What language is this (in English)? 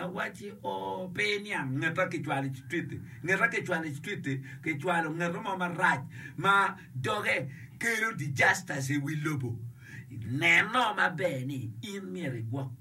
Acoli